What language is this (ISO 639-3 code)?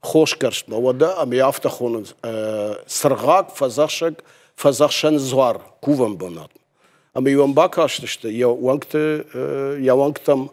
oss